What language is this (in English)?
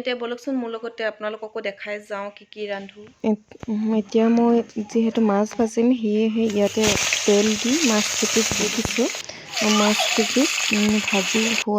Assamese